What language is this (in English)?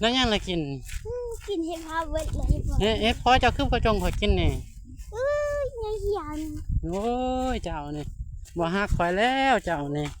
Lao